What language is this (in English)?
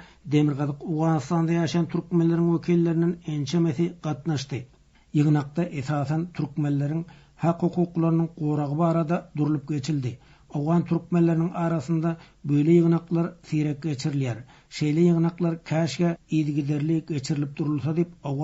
Turkmen